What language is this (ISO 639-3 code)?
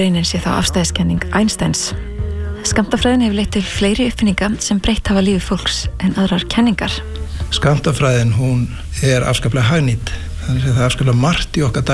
isl